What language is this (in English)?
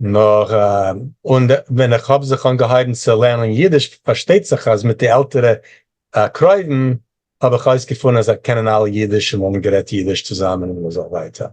Yiddish